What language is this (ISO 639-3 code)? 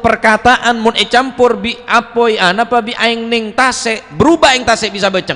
mad